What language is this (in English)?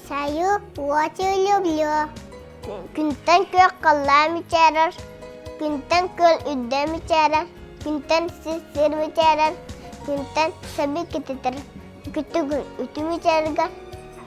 Yakut